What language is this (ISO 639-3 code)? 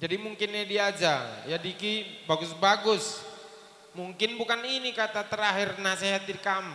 btx